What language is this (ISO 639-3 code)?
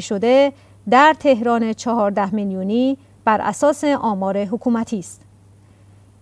fas